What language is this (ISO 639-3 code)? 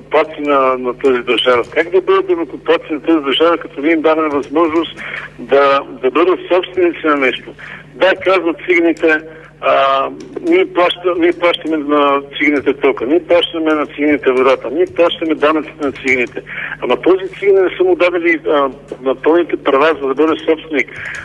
bul